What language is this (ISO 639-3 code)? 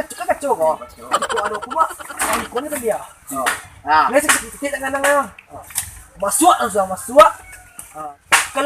min